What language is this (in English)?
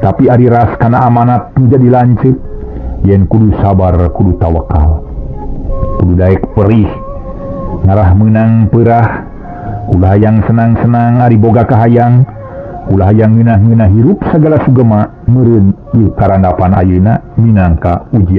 Sundanese